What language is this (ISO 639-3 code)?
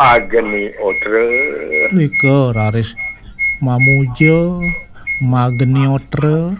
ban